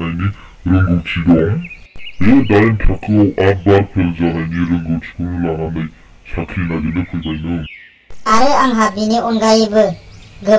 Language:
Bodo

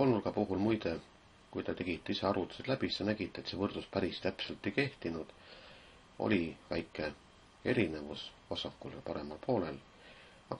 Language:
Estonian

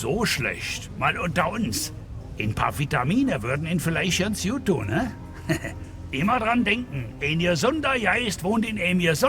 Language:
Bavarian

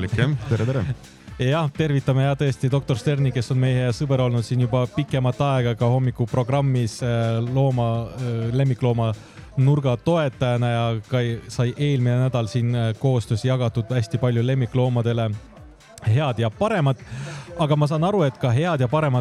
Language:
Estonian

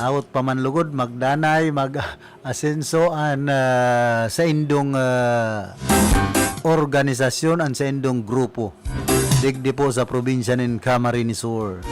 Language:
Bikol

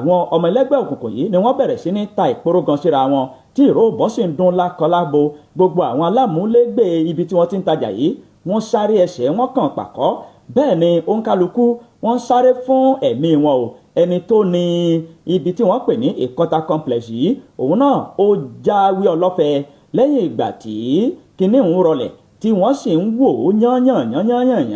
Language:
Yoruba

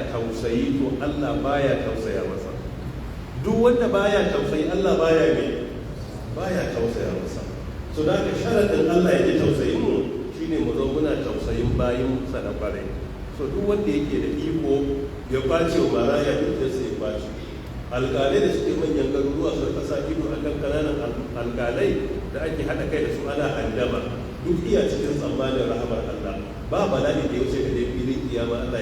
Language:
Hausa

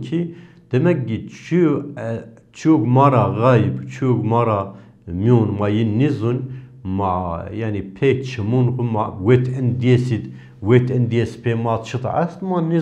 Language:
Zaza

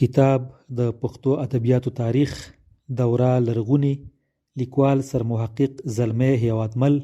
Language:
Pashto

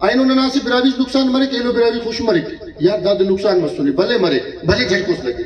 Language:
Brahui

